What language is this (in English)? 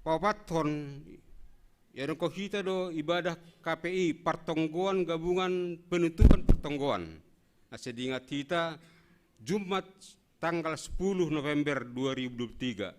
Batak Simalungun